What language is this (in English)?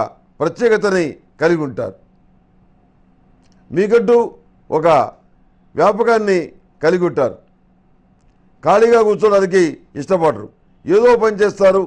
Telugu